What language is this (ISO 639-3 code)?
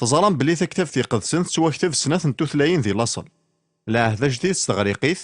kab